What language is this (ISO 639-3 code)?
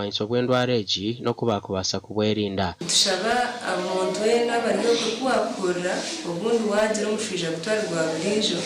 nyn